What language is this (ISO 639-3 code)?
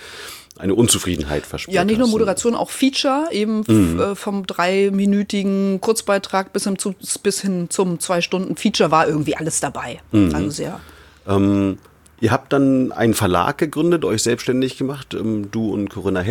deu